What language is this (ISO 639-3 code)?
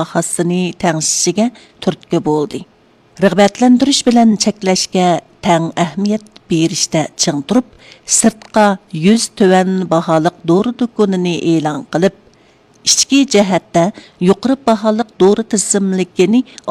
uig